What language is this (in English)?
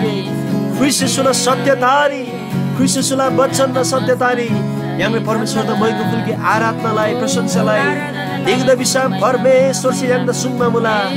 Eastern Tamang